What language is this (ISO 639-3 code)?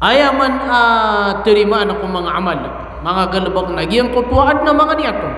mrw